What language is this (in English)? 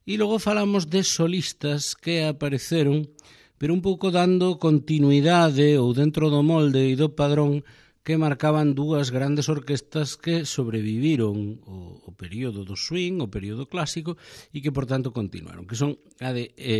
Galician